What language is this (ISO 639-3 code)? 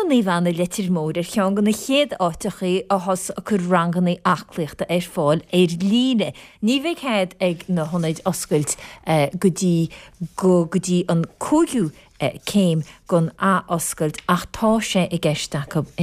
gle